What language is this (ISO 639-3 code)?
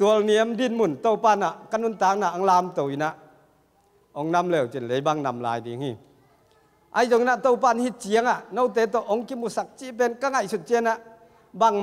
tha